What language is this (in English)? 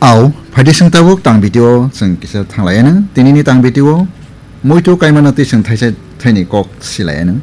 Kok Borok